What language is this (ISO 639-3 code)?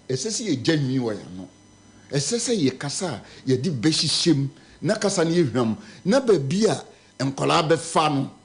aka